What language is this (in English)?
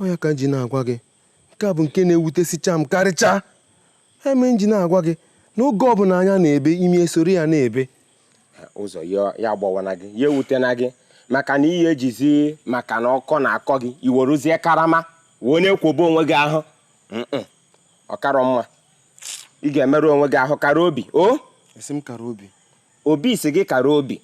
Igbo